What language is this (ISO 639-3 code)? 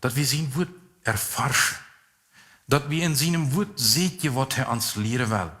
pdt